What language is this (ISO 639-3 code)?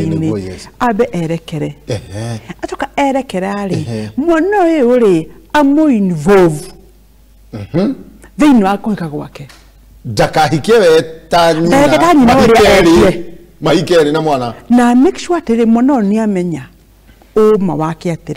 kik